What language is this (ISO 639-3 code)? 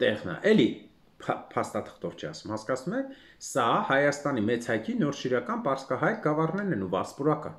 hye